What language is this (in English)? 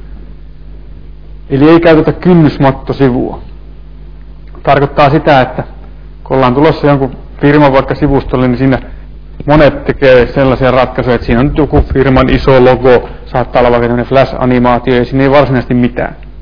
Finnish